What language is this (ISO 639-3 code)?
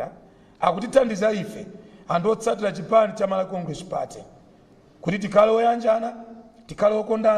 nya